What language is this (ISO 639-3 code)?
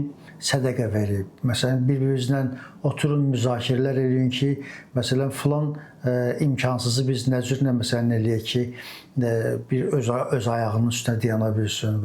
aze